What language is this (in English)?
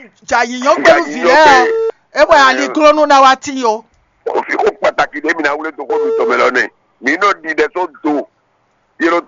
Fon